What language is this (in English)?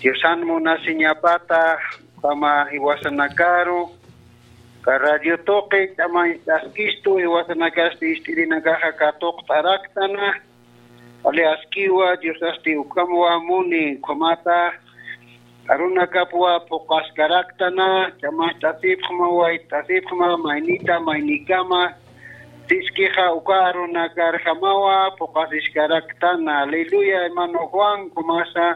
Aymara